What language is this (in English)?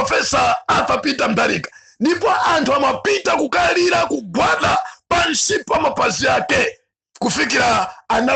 Nyanja